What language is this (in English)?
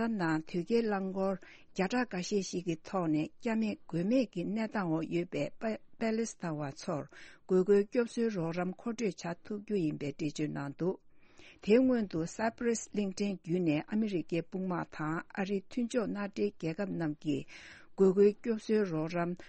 Tibetan